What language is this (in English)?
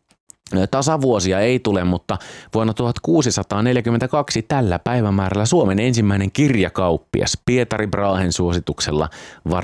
Finnish